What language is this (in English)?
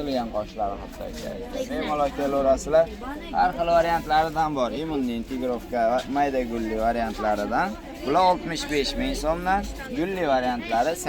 Uzbek